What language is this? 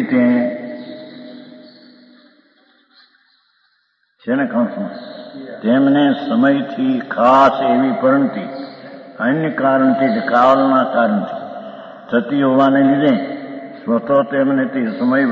Gujarati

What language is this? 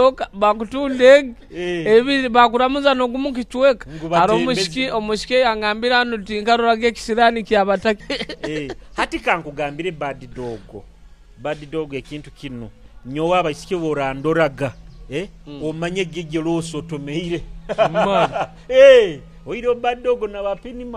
Nyoro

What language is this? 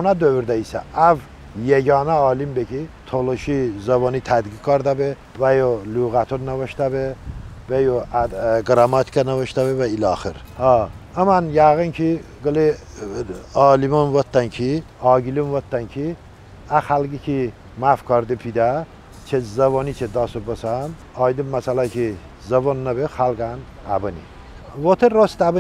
Talysh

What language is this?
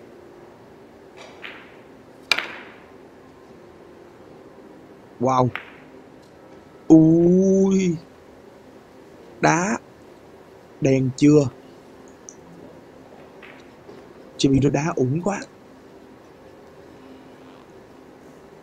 Vietnamese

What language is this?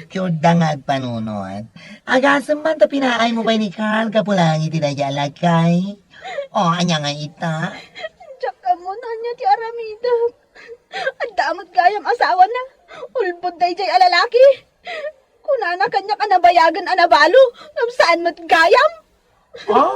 Iloko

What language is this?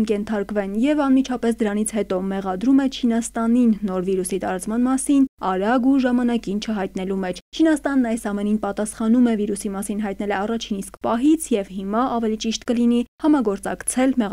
Armenian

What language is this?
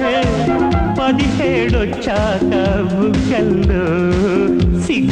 Telugu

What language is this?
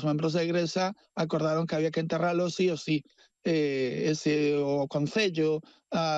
Galician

